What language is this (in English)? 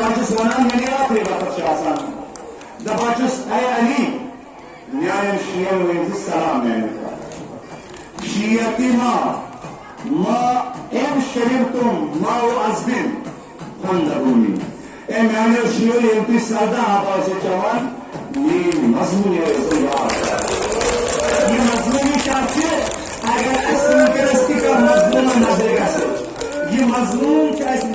Kashmiri